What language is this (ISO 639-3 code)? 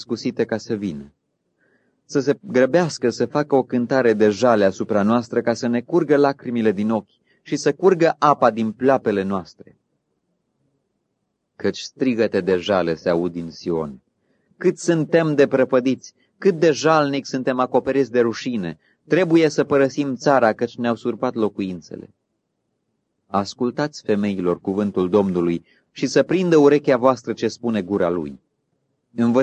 ron